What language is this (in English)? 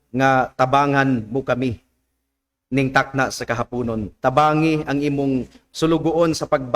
Cebuano